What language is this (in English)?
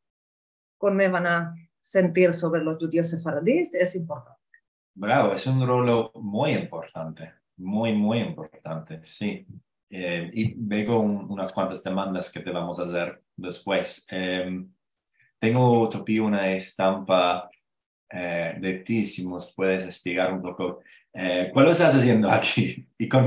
Ladino